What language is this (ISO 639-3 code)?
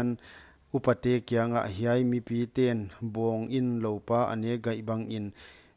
pck